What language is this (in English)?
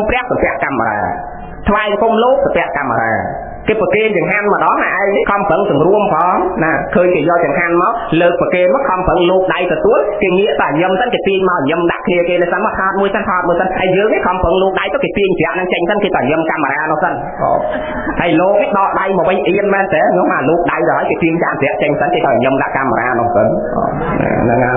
Khmer